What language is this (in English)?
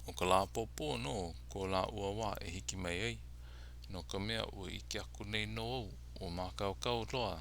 Hawaiian